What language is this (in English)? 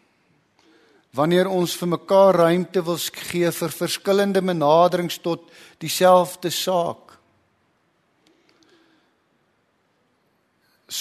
Afrikaans